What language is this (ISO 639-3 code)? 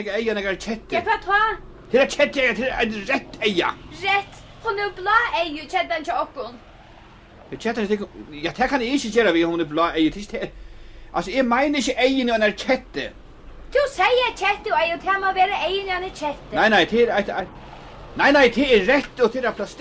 fao